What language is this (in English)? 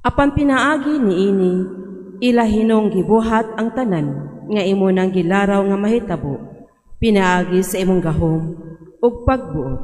Cebuano